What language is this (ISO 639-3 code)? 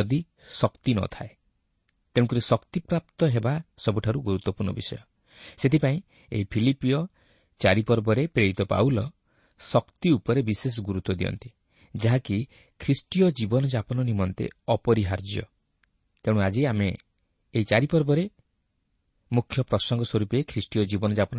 ori